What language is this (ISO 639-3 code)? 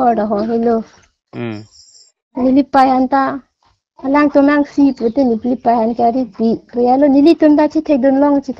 mjw